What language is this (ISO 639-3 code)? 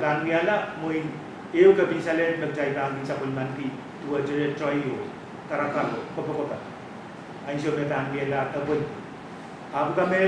pon